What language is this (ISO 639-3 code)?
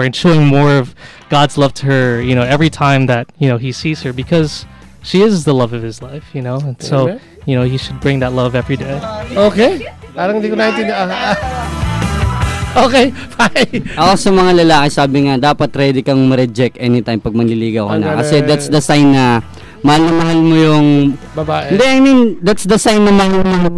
fil